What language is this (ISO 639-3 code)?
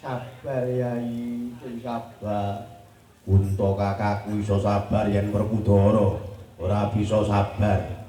jav